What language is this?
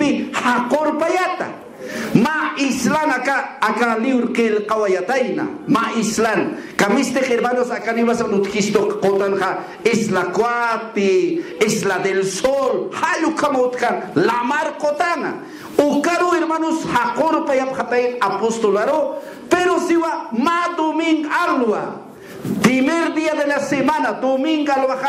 Aymara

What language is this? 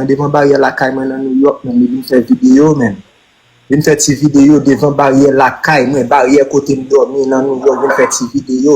Haitian Creole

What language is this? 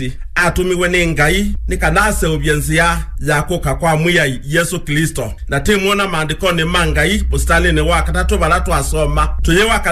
Kamba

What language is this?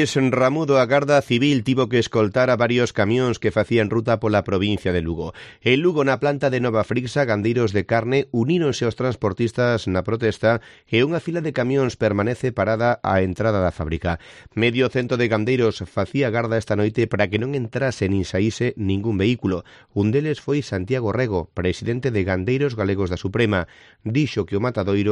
Galician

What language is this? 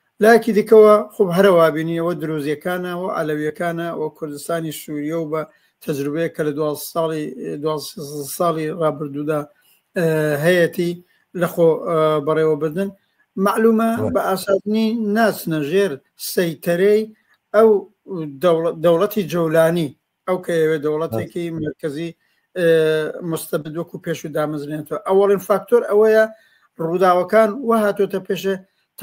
Central Kurdish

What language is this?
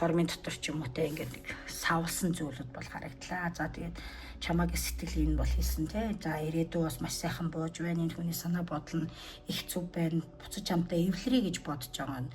Mongolian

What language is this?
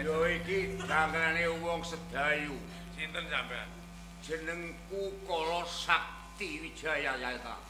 Javanese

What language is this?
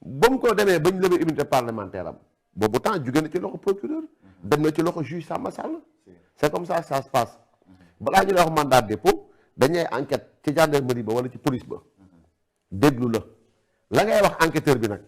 Wolof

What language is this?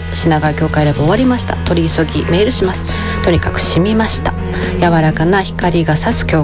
Japanese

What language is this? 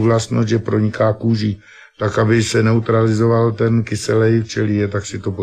Czech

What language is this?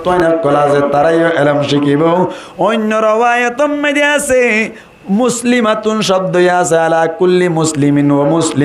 Rohingya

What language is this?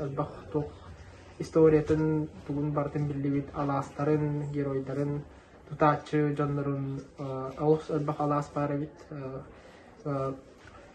Yakut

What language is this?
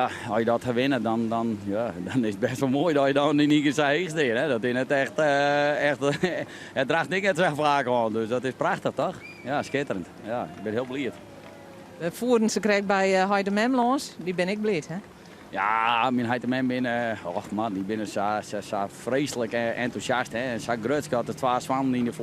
Western Frisian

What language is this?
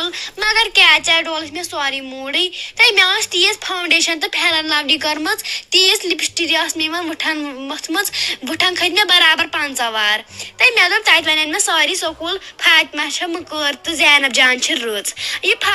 Kashmiri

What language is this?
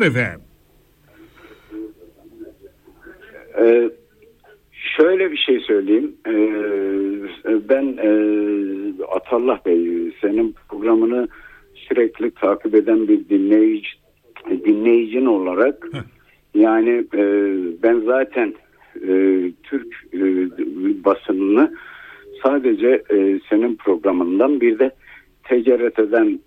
Turkish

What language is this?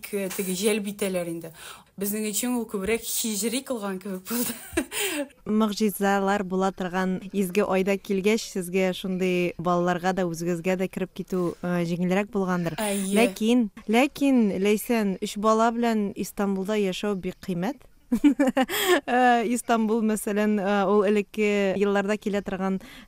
Tatar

